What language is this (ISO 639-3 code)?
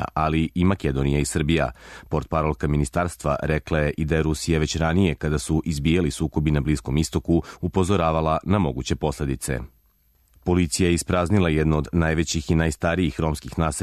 srp